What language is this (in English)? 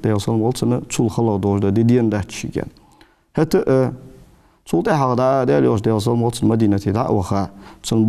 Ingush